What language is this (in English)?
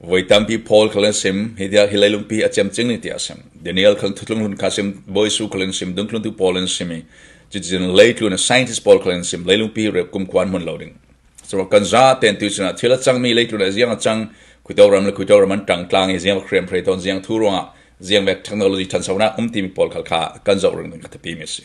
Falam Chin